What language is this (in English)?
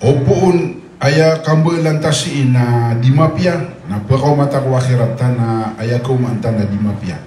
Maranao